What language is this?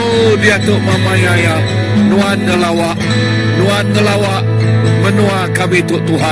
Iban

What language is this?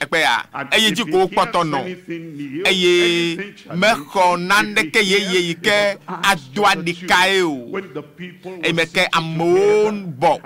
Ewe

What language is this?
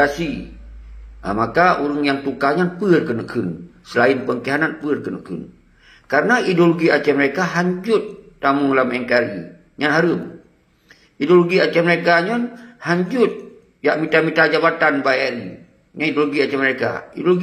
Achinese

